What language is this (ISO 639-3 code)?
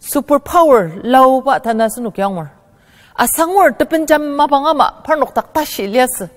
njo